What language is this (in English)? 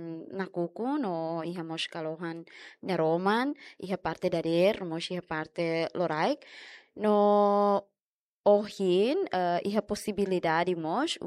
Tetum